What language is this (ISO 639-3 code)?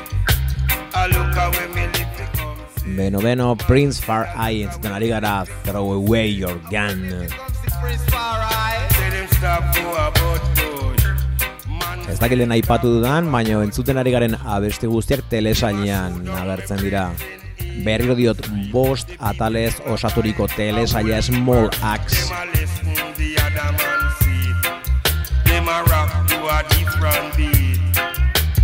eus